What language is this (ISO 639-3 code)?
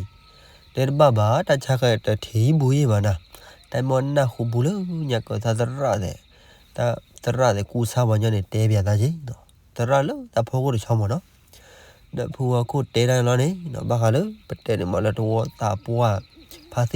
ksw